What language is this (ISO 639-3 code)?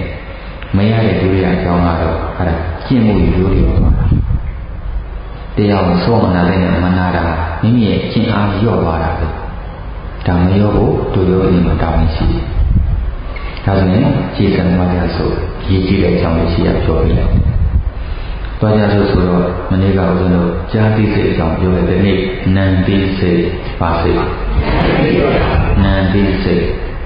mya